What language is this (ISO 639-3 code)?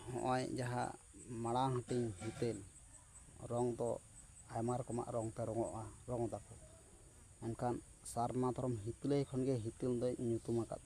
sat